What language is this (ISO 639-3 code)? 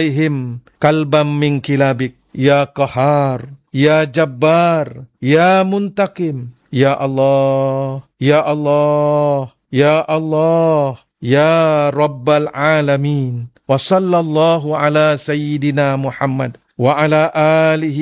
msa